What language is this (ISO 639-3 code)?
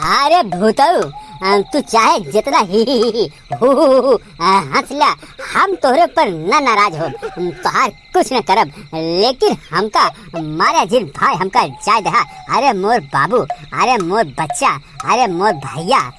awa